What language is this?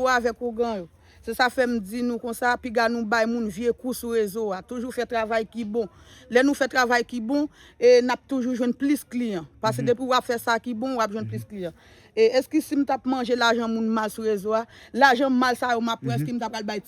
Haitian Creole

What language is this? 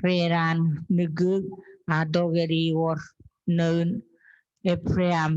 Chuukese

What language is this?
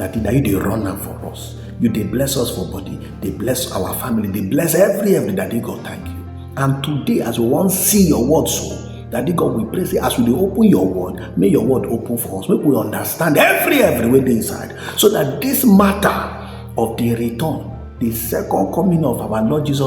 Nigerian Pidgin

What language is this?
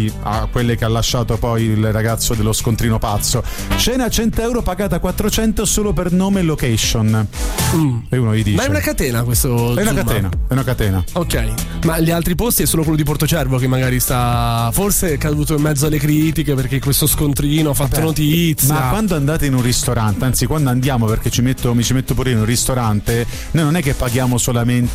Italian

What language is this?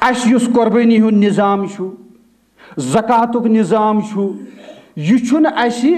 Kashmiri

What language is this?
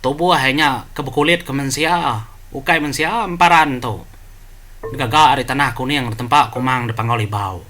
Iban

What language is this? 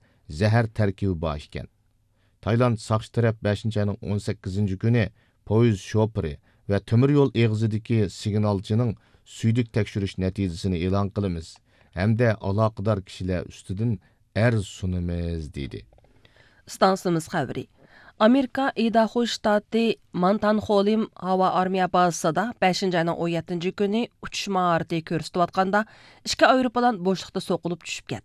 Uyghur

